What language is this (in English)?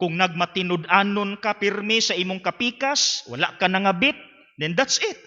Cebuano